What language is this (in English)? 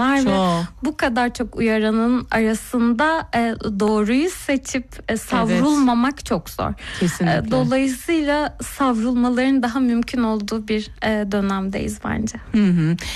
Turkish